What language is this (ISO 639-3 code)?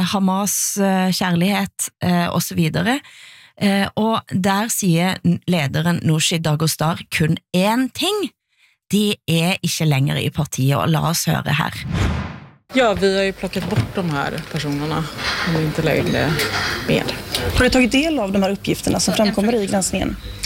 nor